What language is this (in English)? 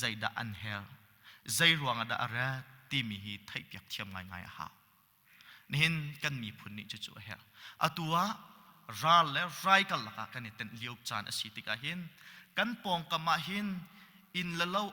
Hakha Chin